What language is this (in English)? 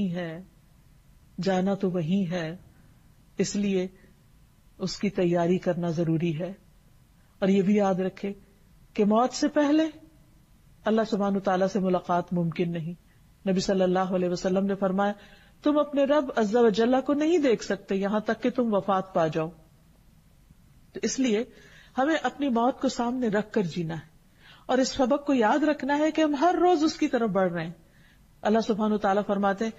Urdu